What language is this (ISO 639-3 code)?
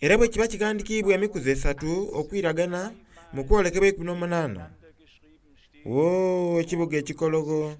xog